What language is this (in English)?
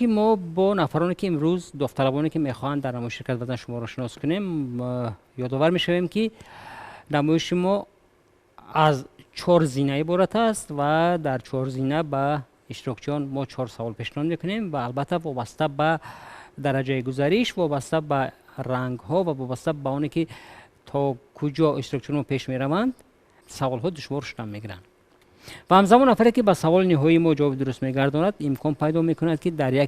Tajik